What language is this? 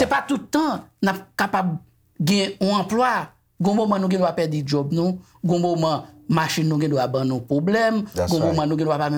Haitian Creole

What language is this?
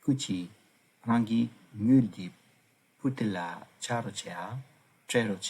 Tibetan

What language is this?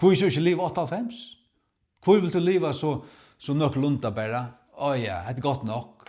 Faroese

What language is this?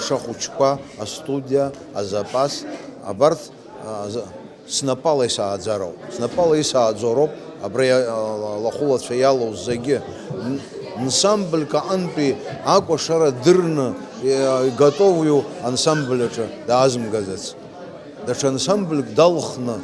Abkhazian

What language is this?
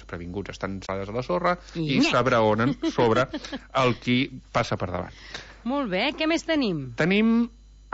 Catalan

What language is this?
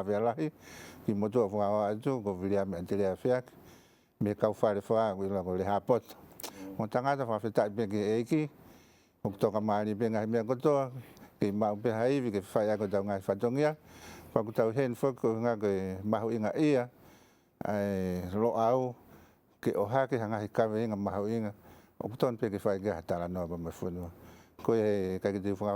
Tongan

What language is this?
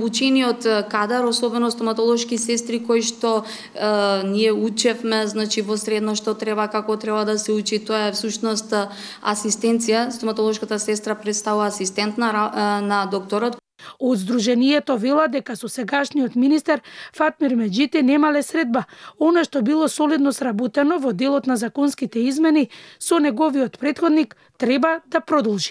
Macedonian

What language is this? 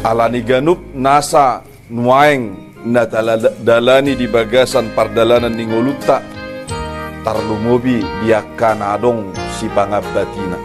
Batak Toba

